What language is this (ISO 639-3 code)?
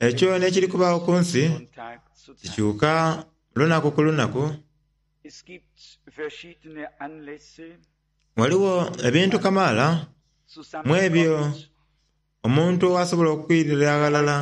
xog